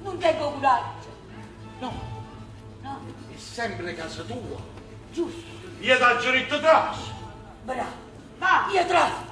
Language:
Neapolitan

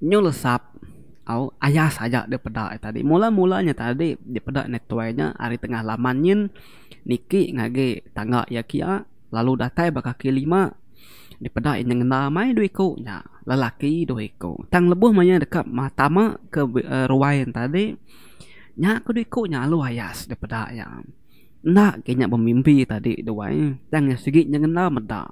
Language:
Iban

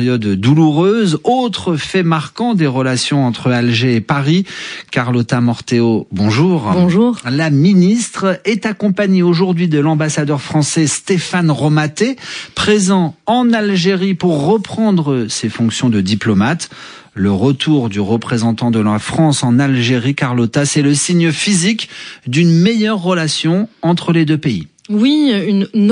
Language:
French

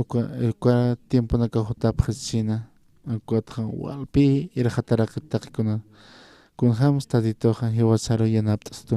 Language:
Aymara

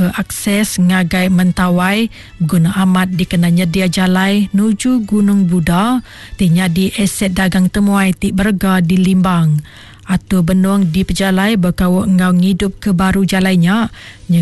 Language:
Iban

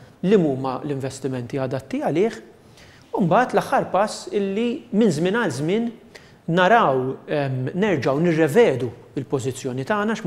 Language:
Maltese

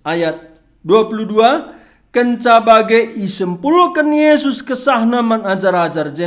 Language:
Batak Karo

